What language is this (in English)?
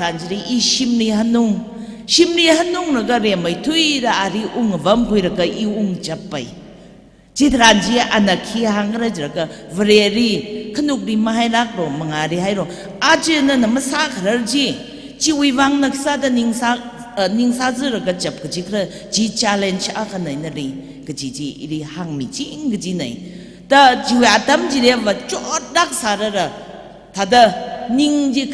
Tangkhul Naga (India)